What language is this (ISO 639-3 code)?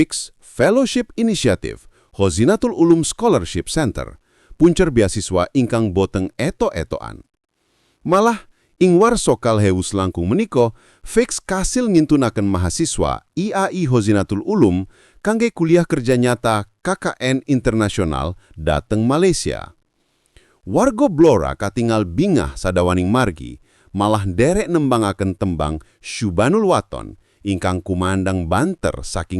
jav